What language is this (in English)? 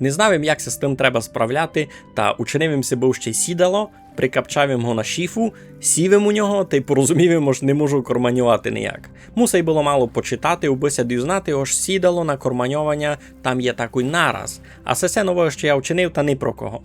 Rusyn